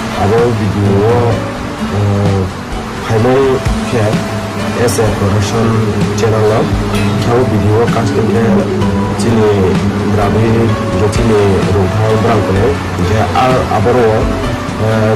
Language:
Riang (India)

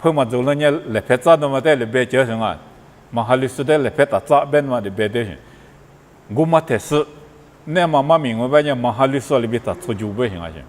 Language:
Lisu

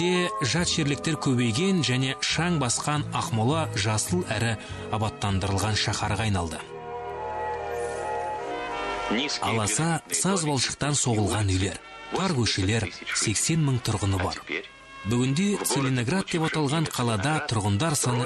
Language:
Kazakh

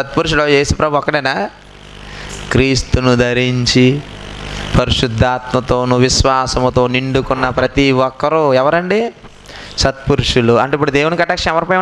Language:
Telugu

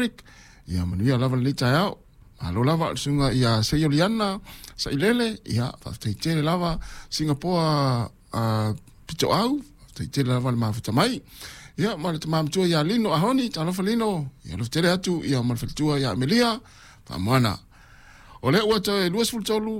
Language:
Samoan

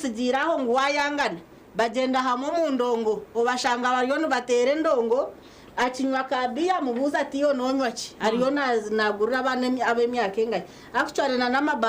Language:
Nyankole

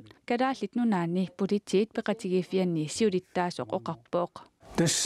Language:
Kalaallisut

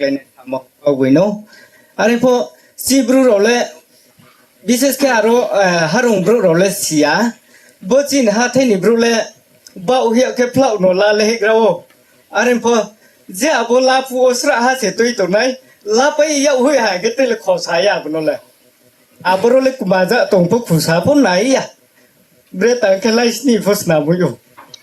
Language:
Riang (India)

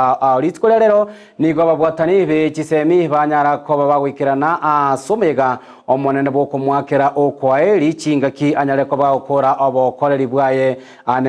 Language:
Gusii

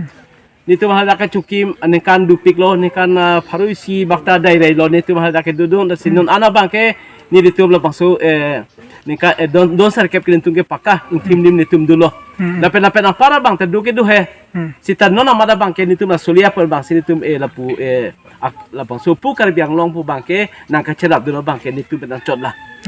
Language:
Karbi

